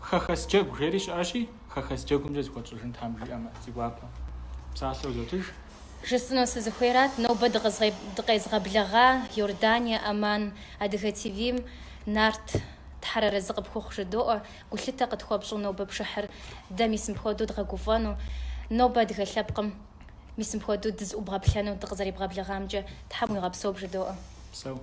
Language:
Kabardian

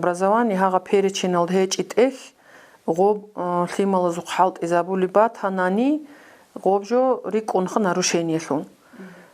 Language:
Avaric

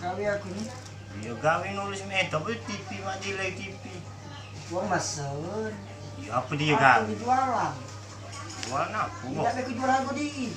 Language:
Musi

